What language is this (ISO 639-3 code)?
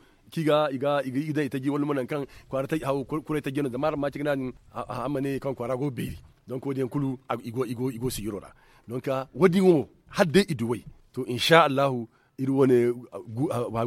dje